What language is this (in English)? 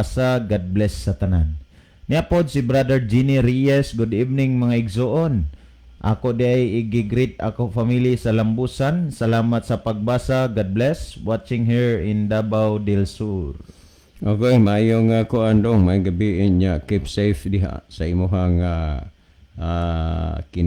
Cebuano